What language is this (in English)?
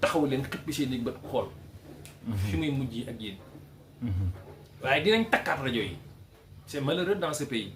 Wolof